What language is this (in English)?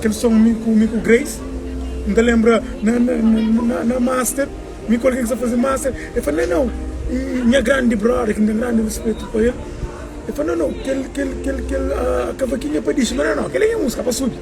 Kabuverdianu